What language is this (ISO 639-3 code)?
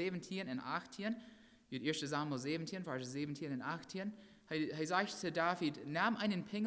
pdt